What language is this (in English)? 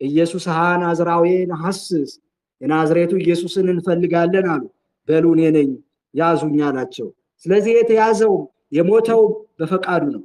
Amharic